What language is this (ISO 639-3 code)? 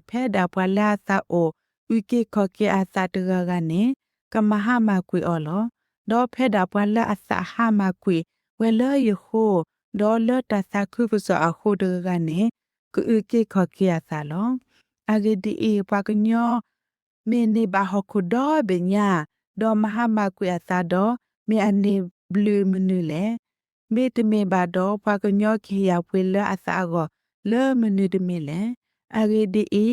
ksw